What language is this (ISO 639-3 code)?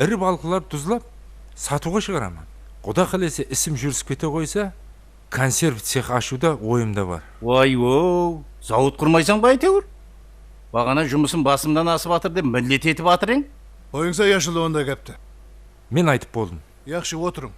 kaa